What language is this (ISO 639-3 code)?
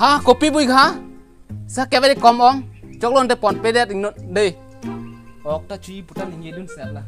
mjw